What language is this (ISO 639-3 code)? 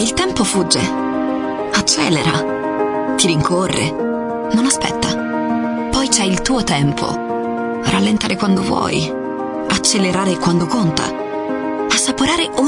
ita